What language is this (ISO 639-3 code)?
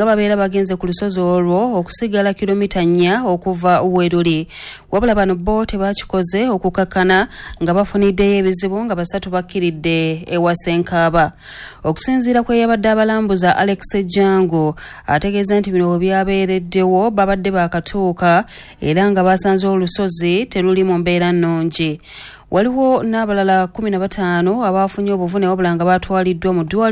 lug